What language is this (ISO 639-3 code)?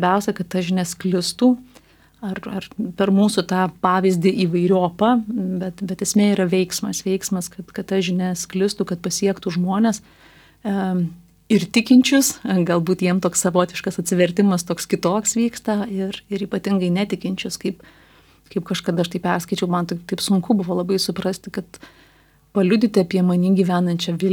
lit